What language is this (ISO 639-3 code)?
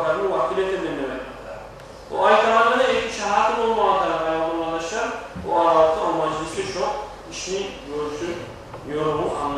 kum